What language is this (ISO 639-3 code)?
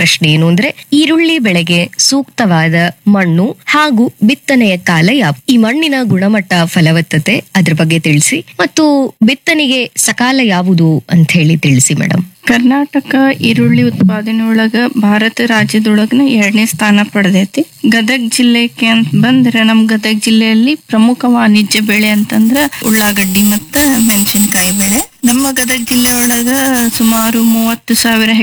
kan